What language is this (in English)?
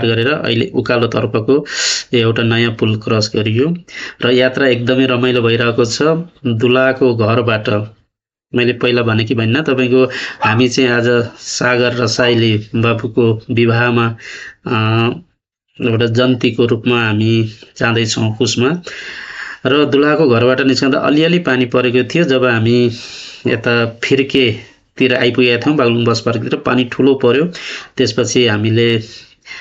Nepali